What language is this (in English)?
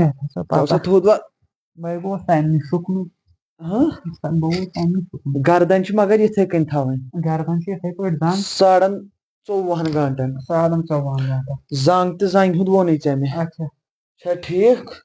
Kashmiri